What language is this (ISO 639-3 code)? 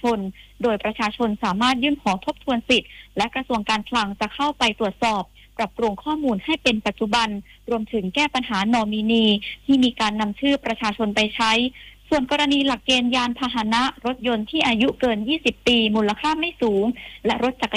tha